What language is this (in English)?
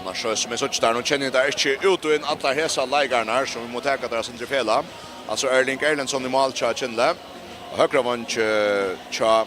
Faroese